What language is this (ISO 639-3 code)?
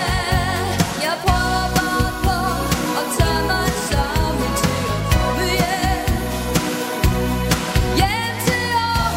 dan